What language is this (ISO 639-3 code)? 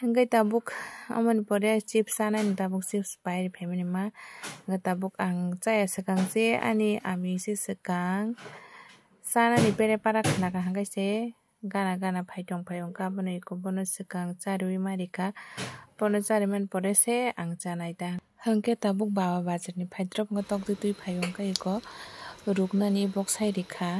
trp